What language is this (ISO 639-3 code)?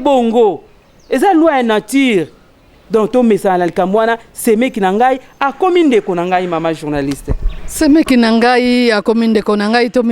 lin